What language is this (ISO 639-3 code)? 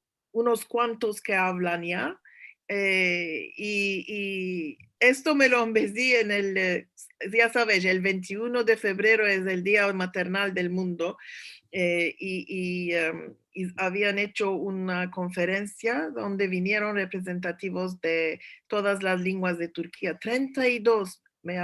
lad